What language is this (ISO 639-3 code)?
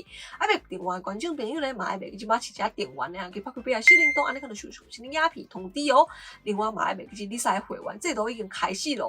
nan